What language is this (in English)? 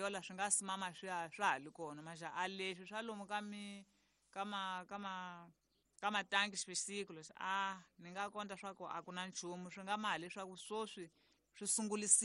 Tsonga